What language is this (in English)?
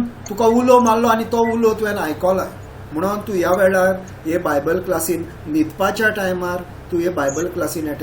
Konkani